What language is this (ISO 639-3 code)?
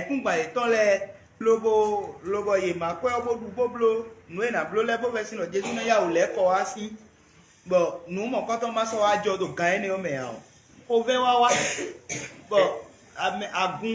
fon